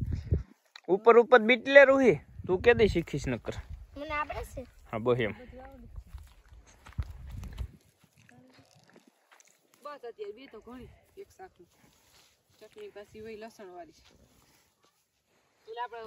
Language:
Gujarati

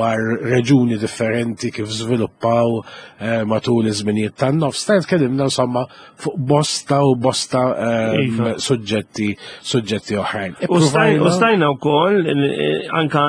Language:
Maltese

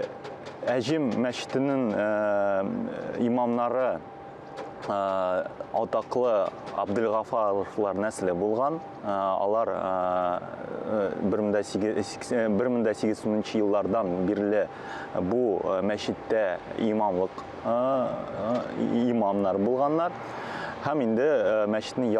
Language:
Tatar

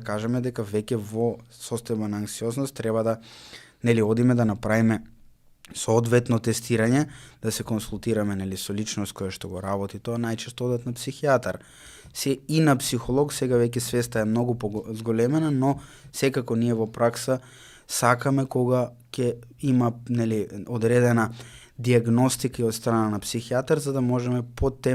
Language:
Macedonian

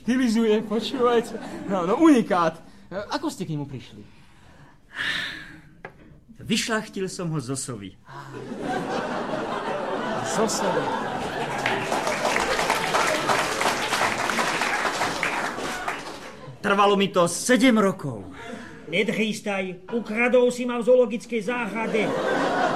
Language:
Slovak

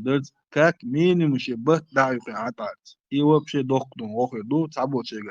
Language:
Chechen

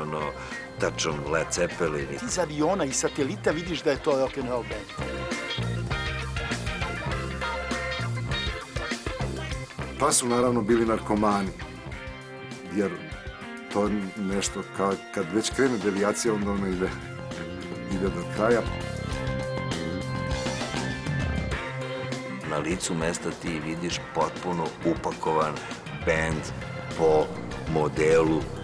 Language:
Serbian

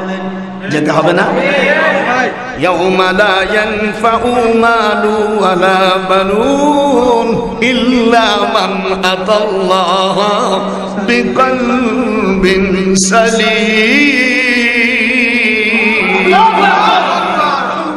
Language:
Bangla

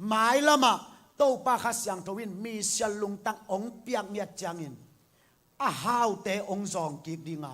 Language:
Tedim Chin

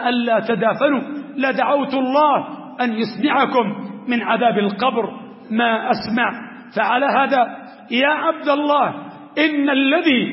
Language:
Arabic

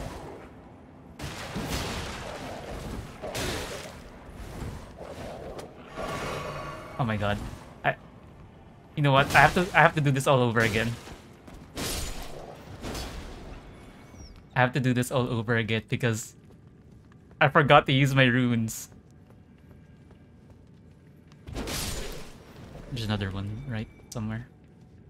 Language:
English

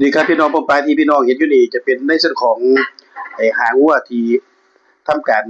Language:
Northeastern Thai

